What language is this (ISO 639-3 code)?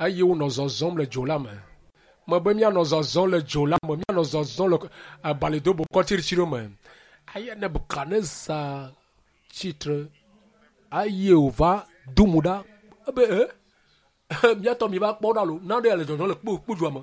ewe